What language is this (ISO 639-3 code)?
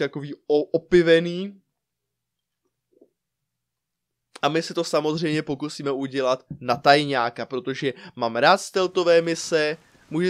ces